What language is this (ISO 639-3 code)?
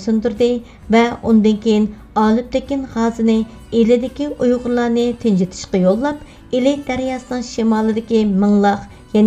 uig